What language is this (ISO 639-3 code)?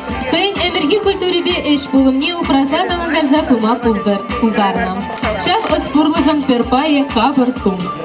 chv